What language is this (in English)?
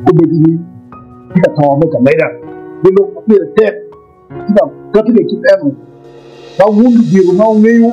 Acoli